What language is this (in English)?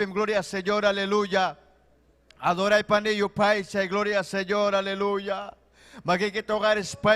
Ayacucho Quechua